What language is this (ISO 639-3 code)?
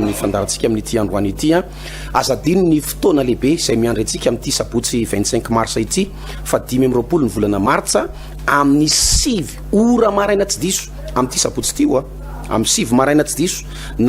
mlg